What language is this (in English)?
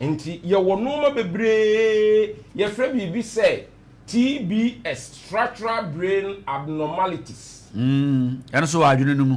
Akan